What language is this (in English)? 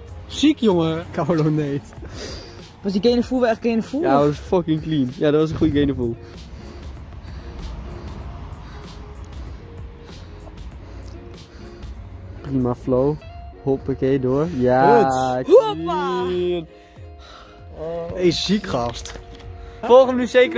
Dutch